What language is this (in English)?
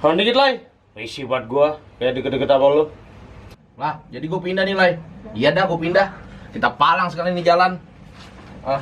Betawi